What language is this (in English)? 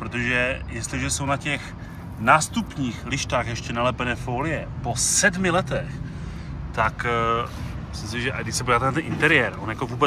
Czech